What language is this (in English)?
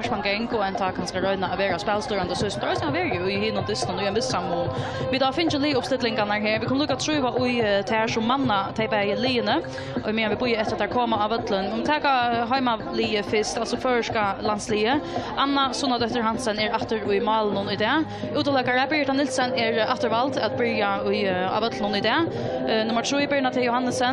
Faroese